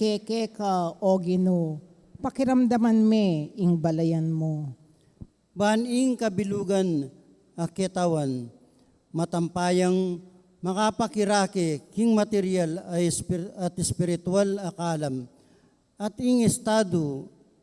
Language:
Pampanga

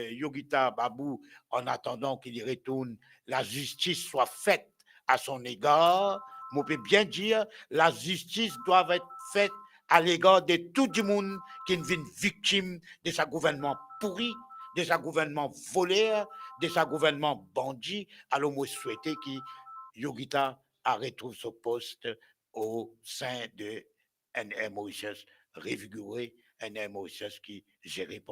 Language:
Morisyen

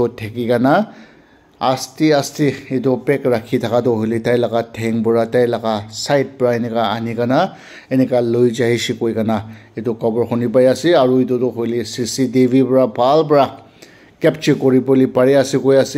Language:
Naga Pidgin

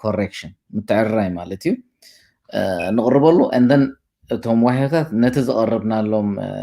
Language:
Tigrinya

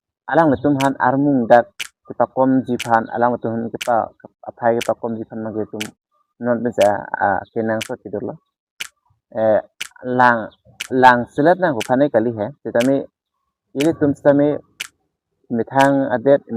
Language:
Karbi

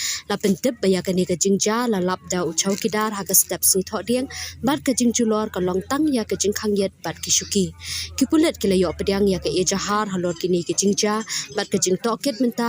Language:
Khasi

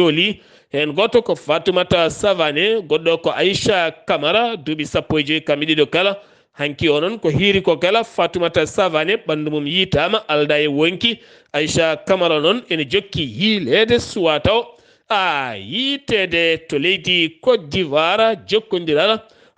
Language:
Fula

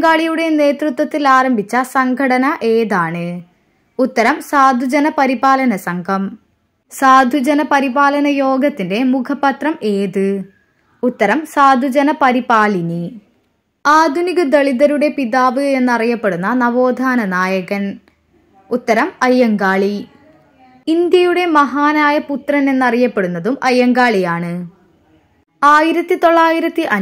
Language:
Malayalam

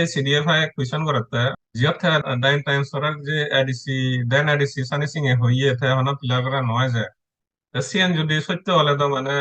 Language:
Chakma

